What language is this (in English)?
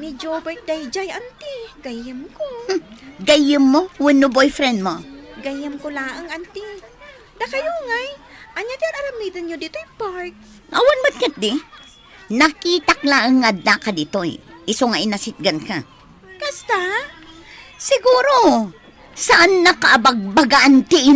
Iloko